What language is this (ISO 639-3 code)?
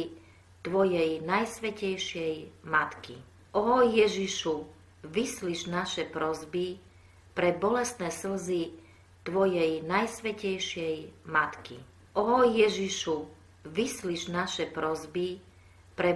slk